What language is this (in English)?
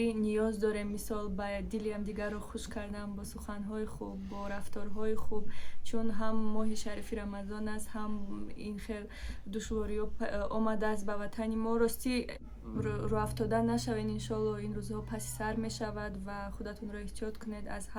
Tajik